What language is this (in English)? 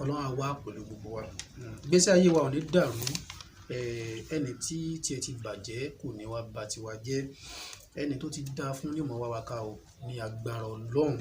Yoruba